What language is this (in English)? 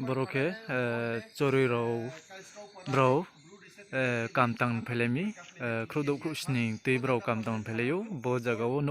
Riang (India)